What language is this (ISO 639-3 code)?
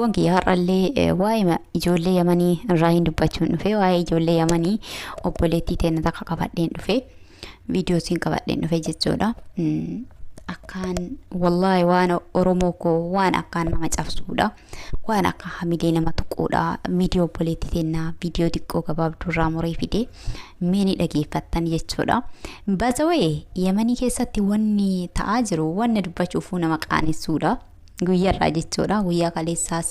orm